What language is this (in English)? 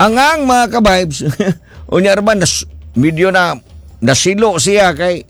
Cebuano